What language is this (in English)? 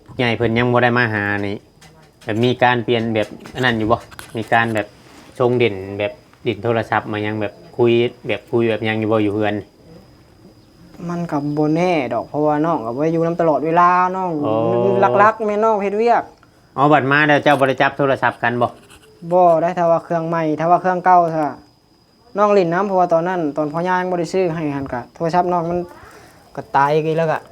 Northeastern Thai